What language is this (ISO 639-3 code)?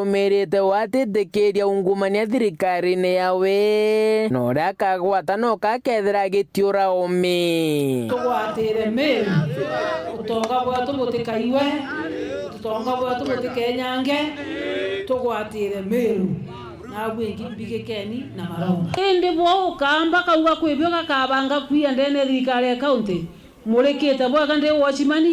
mer